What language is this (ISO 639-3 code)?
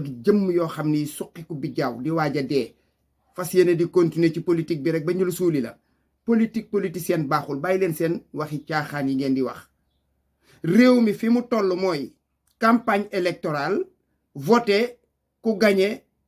wol